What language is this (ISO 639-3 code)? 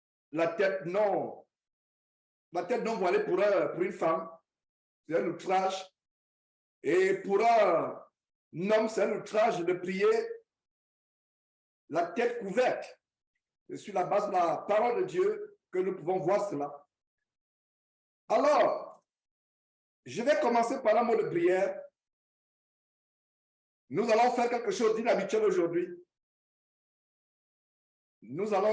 fra